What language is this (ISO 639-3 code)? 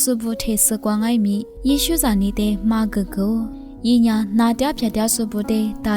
lis